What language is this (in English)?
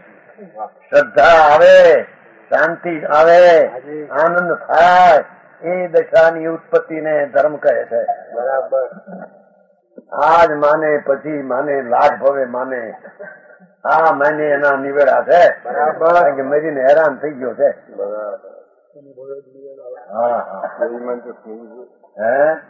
Gujarati